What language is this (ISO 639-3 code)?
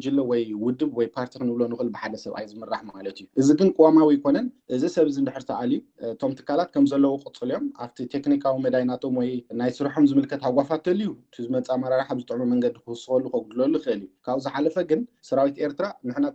tir